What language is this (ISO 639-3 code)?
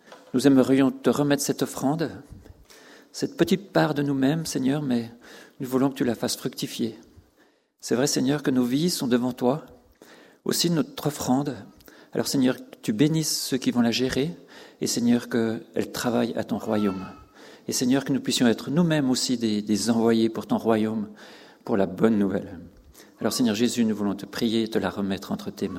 fra